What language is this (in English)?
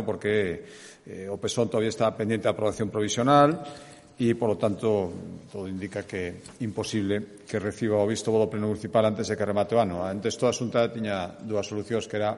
Galician